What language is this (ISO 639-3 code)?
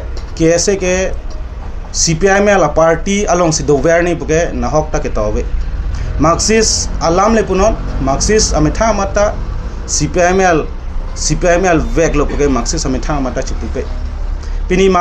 mjw